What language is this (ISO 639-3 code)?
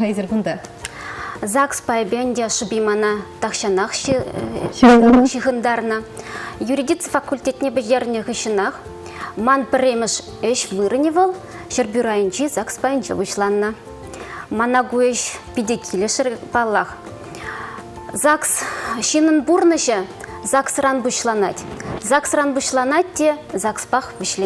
chv